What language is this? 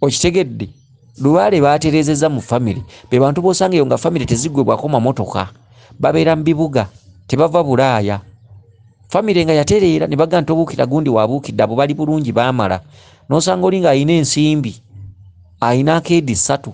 Ganda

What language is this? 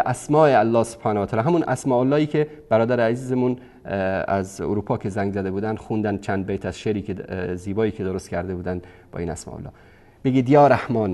Persian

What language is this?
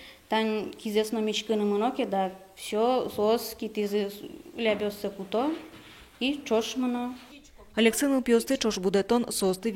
Udmurt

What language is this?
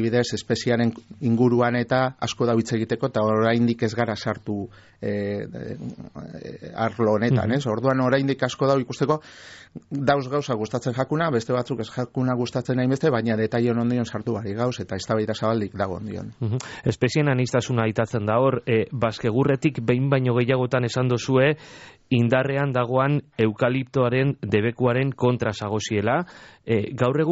Basque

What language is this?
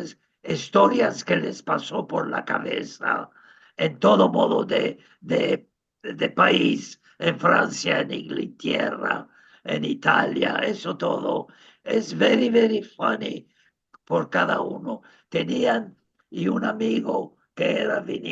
Ladino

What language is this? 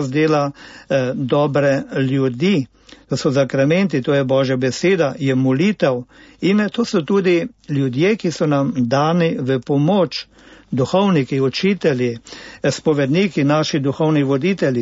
Slovenian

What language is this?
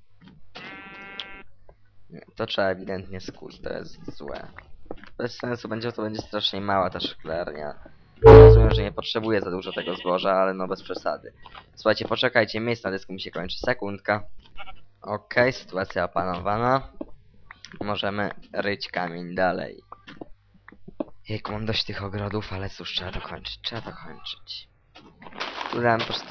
Polish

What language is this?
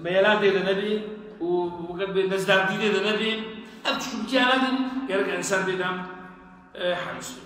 Kurdish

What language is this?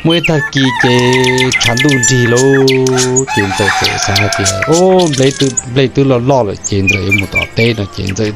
Hmong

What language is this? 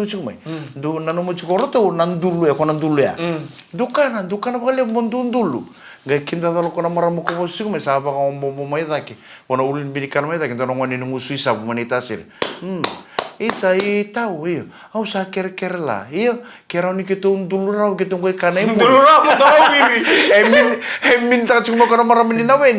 Fijian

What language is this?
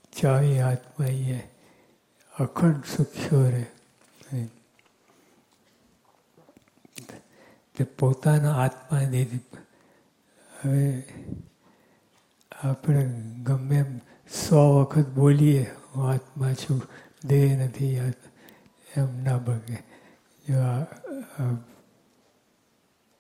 Gujarati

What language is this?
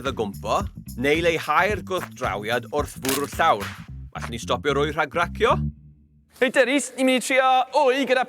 Welsh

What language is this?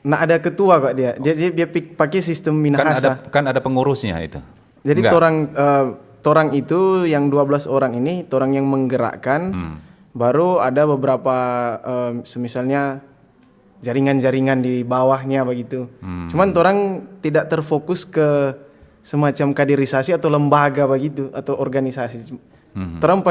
Manado Malay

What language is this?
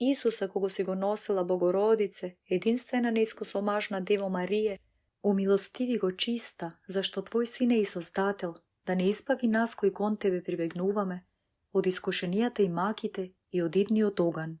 Macedonian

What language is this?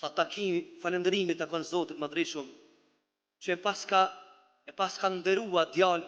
Albanian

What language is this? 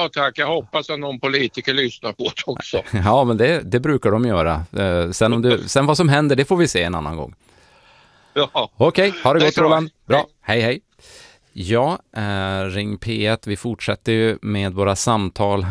Swedish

